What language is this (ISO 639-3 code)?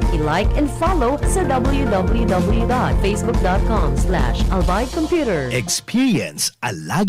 bik